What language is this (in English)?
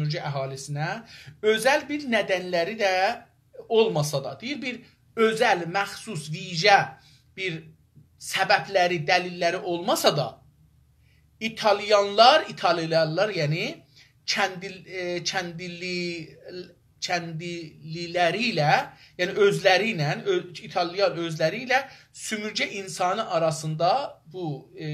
South Azerbaijani